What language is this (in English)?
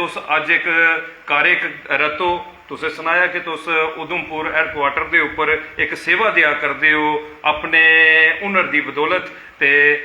Dogri